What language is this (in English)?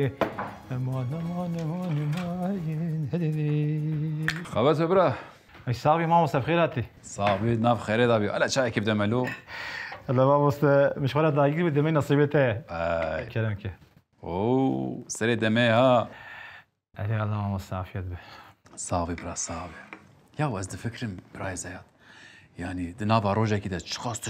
Kurdish